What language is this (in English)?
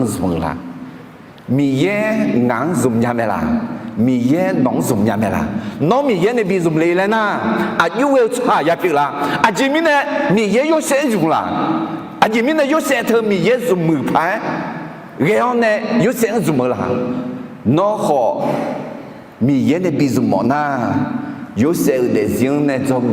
Akha